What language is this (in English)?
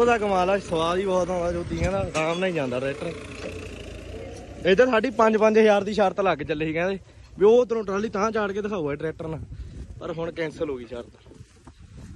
Punjabi